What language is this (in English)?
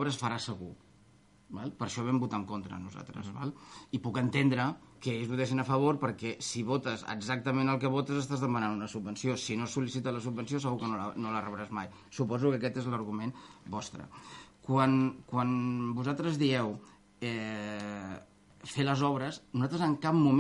Catalan